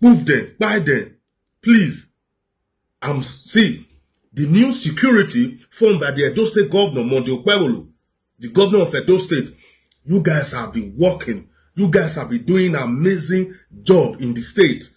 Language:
Nigerian Pidgin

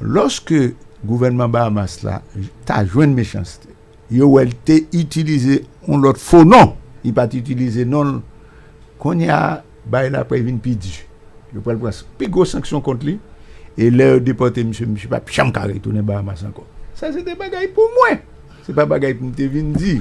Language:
Haitian Creole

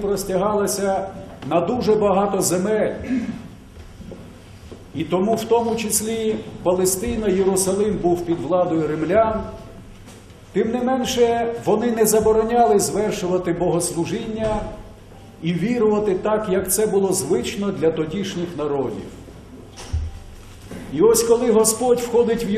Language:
Ukrainian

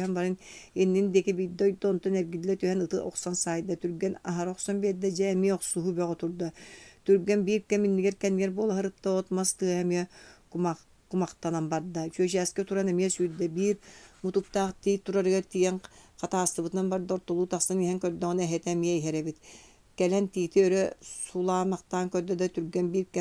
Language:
Yakut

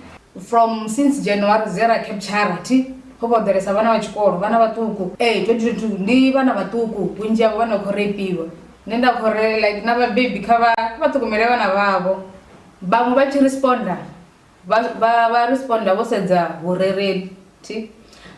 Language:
Venda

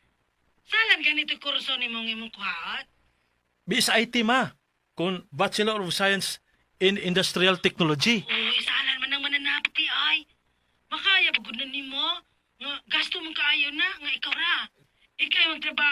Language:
Cebuano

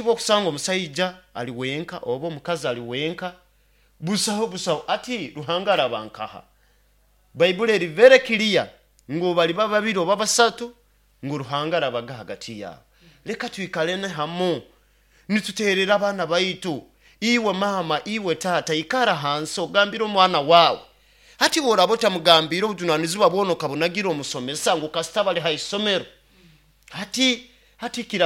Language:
Nyoro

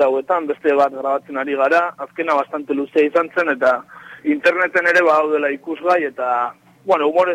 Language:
Basque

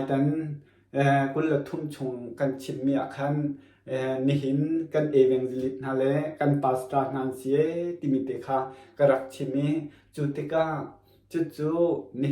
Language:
Hakha Chin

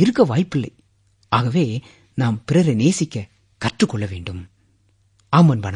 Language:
Tamil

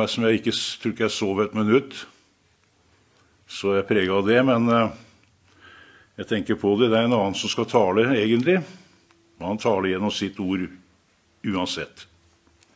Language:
Norwegian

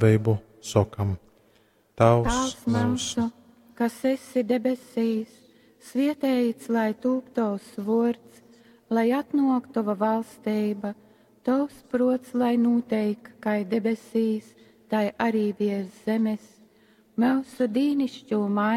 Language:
Latgalian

